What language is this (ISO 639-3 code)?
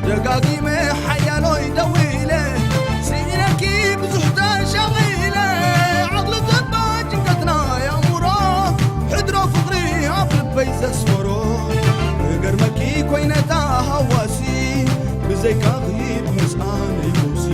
tir